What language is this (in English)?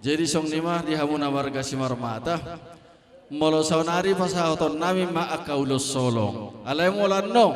Batak Toba